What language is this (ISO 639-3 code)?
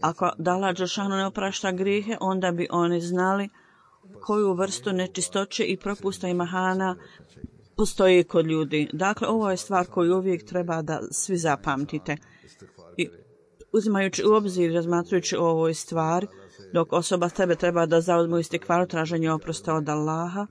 bos